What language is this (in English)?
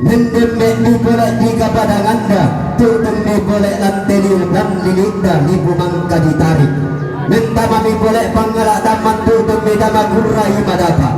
Toraja-Sa'dan